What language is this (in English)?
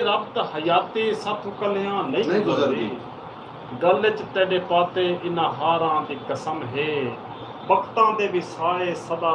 Saraiki